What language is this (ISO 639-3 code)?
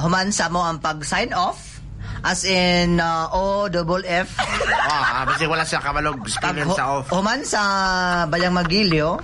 ceb